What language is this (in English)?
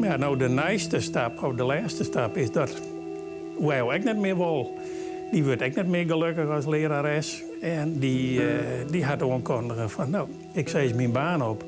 Western Frisian